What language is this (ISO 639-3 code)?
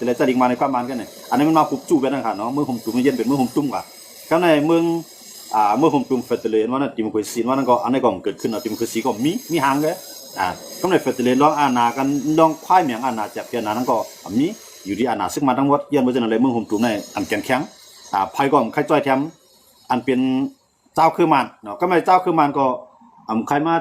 shn